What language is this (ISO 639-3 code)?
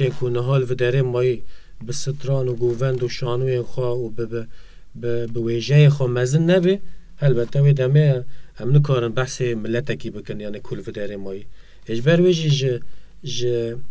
kur